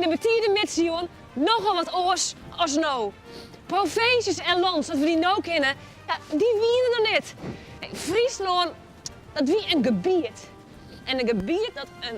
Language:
Western Frisian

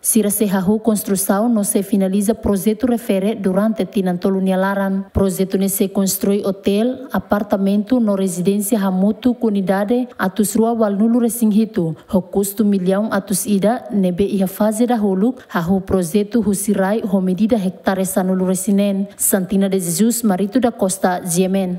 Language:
Tetum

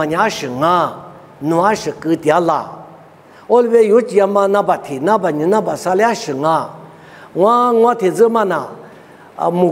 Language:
Lisu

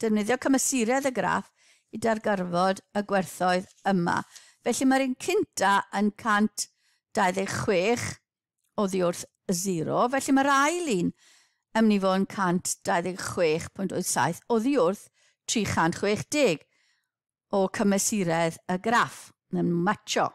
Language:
Welsh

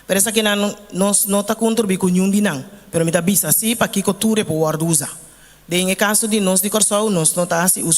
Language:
Papiamento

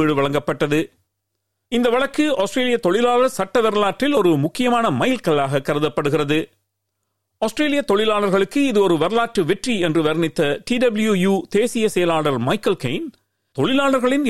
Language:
Tamil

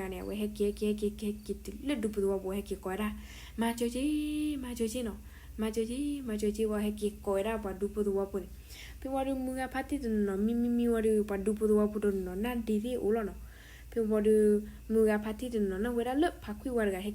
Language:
S'gaw Karen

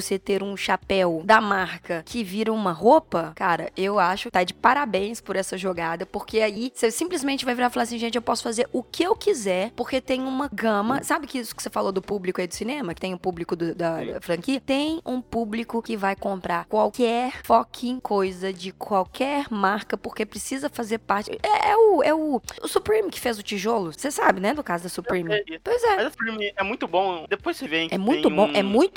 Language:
Portuguese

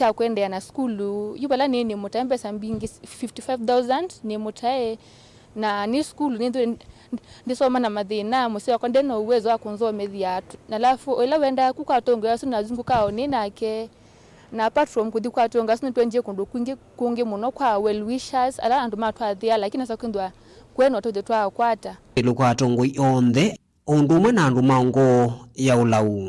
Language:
Kamba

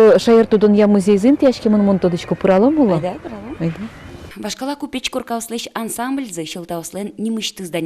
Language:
Udmurt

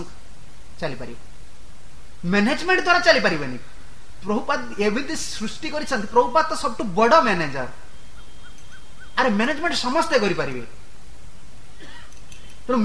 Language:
Odia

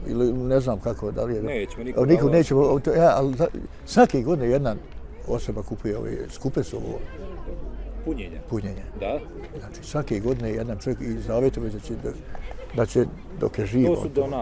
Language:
Bosnian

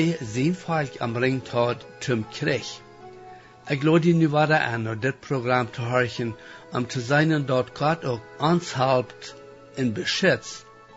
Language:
Plautdietsch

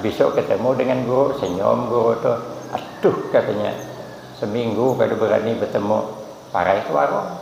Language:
Banjar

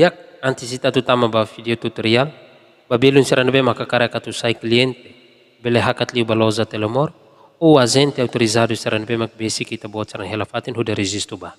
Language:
Tetum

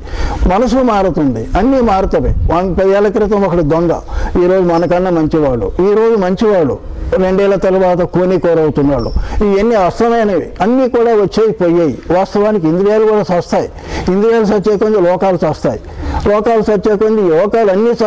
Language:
Telugu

